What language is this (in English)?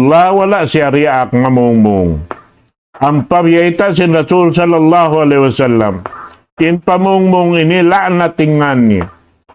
Tausug